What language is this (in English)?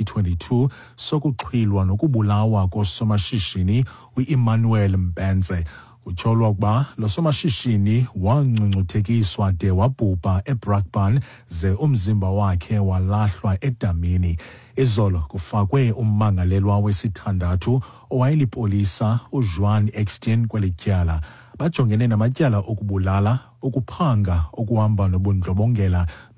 Xhosa